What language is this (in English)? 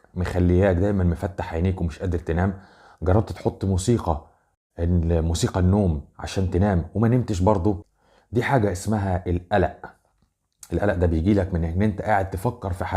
Egyptian Arabic